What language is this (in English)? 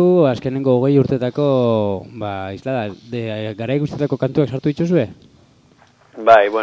Basque